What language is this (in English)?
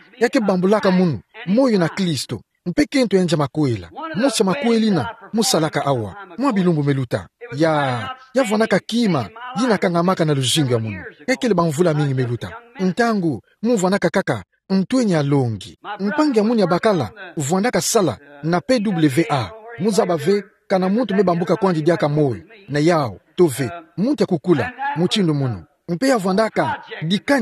Kituba (Democratic Republic of Congo)